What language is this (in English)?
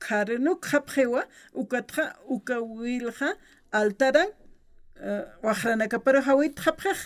Aymara